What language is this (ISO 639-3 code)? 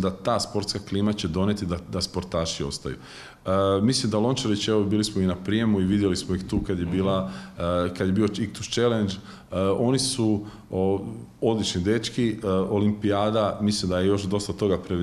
hrv